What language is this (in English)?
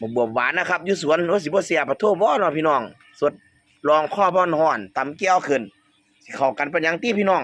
Northeastern Thai